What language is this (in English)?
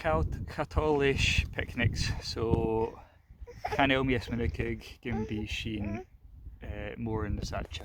Scottish Gaelic